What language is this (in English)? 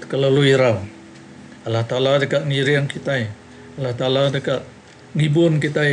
Iban